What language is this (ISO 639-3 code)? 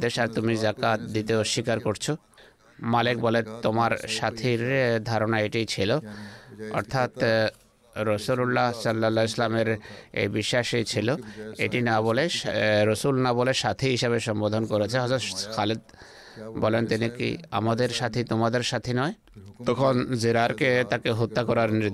ben